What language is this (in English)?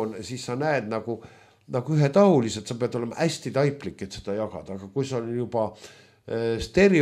Estonian